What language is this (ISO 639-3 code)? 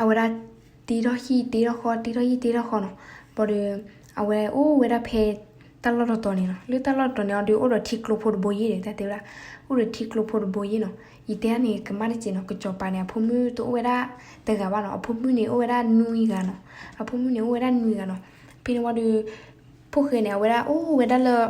ksw